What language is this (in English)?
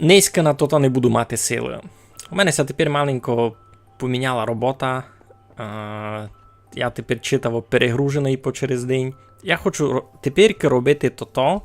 Rusyn